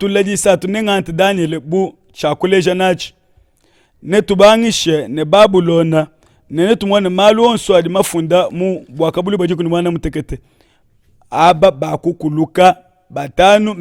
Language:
Luba-Lulua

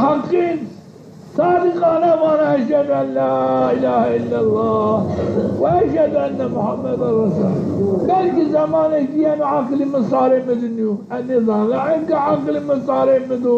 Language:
Zaza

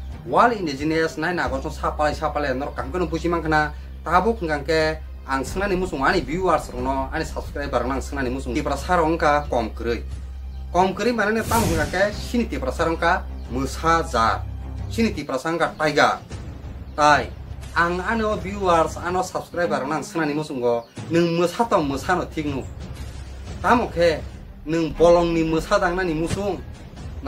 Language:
Kok Borok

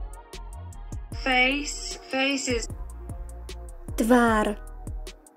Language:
Slovak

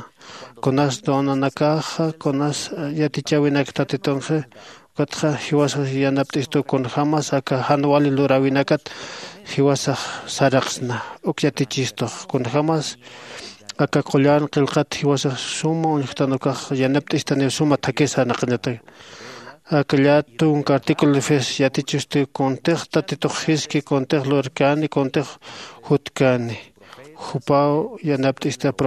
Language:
Aymara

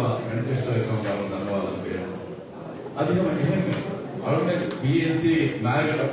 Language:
Divehi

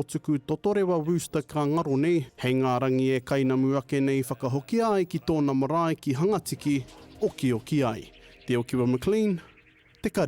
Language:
Māori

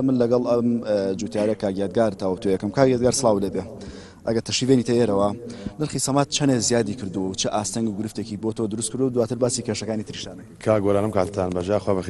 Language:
Central Kurdish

